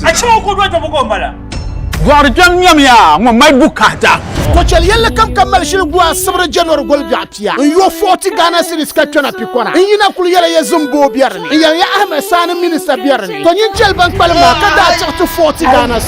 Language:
Dagbani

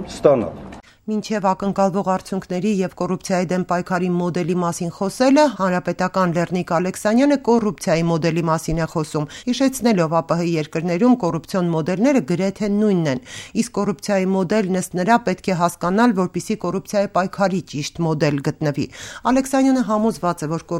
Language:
Armenian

